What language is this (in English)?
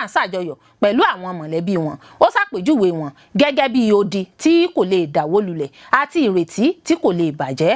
Yoruba